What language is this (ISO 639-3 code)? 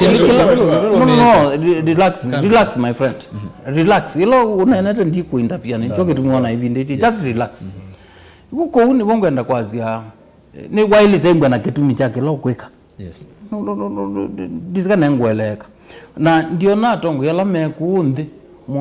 kam